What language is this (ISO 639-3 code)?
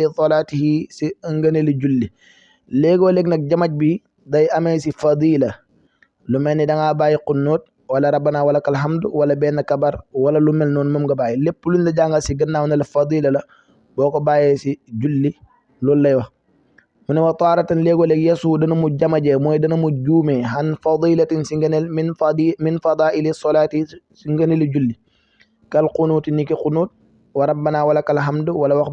wol